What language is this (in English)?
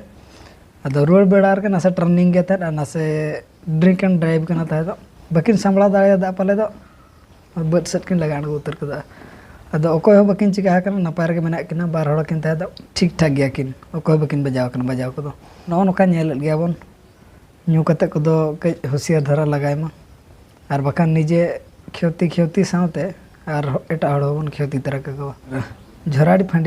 Santali